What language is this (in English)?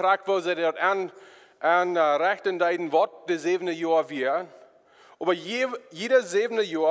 Plautdietsch